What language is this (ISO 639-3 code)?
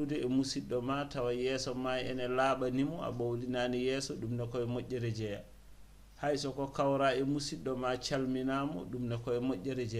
ful